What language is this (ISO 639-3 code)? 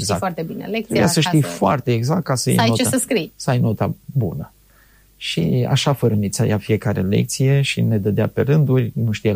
ron